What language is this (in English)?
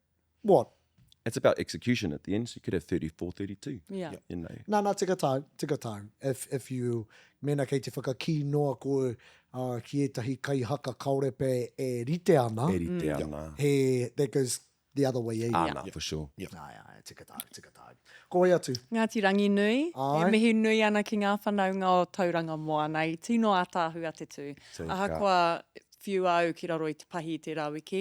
Māori